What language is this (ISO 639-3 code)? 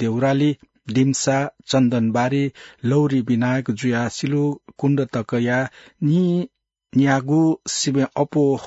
new